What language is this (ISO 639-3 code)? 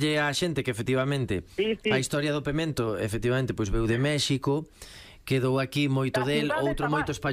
glg